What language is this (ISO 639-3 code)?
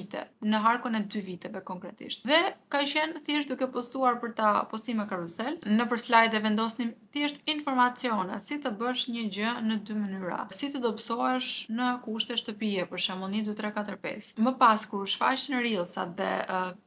sqi